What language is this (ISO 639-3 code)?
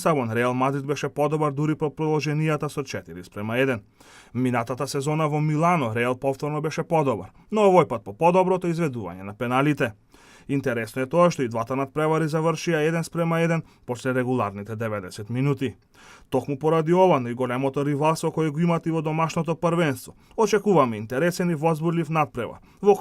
mkd